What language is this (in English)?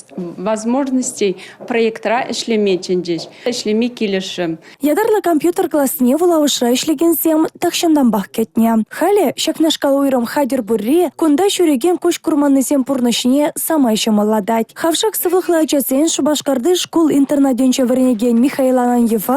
Chuvash